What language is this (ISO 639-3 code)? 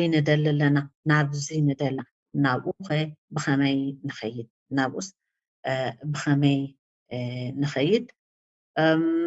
tir